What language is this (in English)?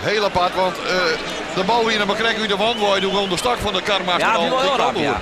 Western Frisian